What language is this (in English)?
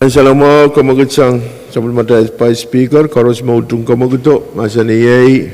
Pohnpeian